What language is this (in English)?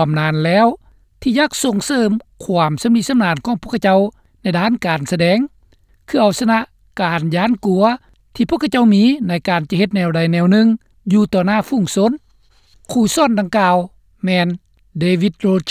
Lao